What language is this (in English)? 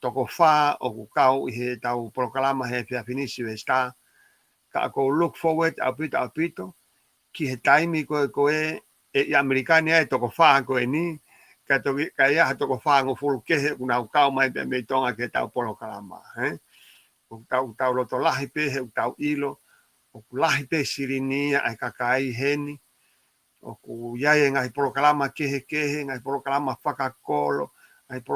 Tongan